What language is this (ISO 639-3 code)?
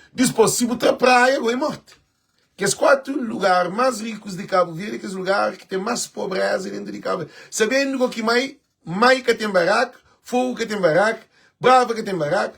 kea